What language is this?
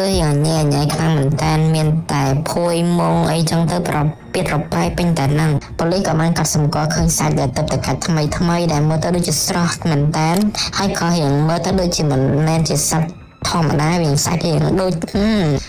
Khmer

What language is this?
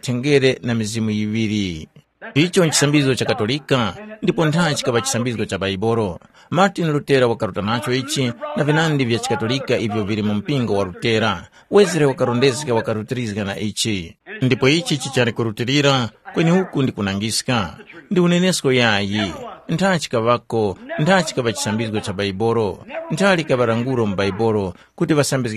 Tumbuka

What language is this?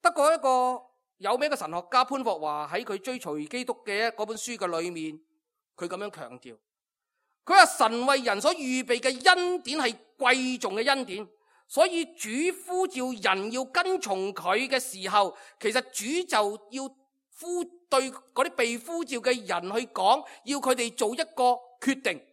Cantonese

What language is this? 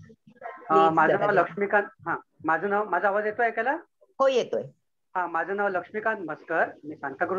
Marathi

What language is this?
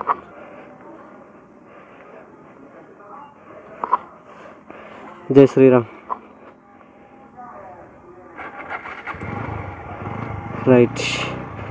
Telugu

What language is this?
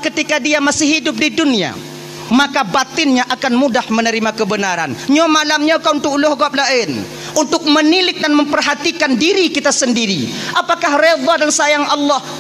Achinese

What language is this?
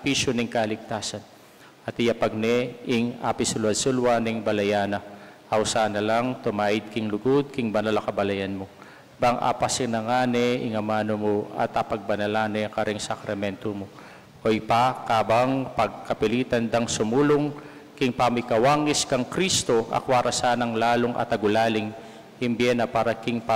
Pampanga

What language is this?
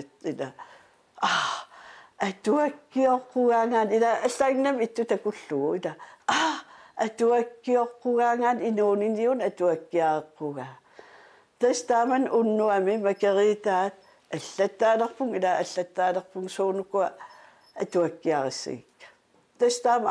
Kalaallisut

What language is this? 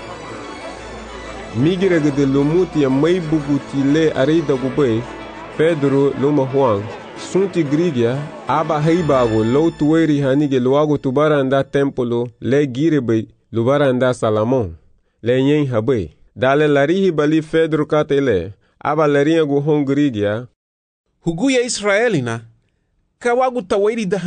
Garifuna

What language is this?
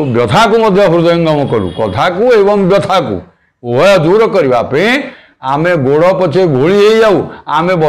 Odia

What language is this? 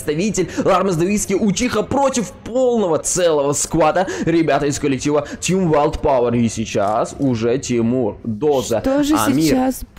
Russian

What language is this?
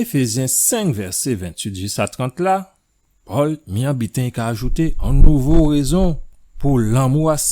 Guadeloupean Creole French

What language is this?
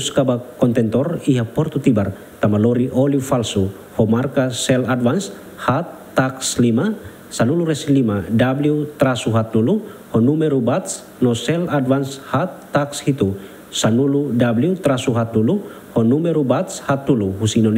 Tetum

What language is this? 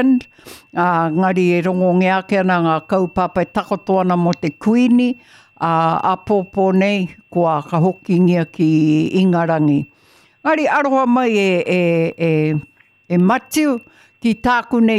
Māori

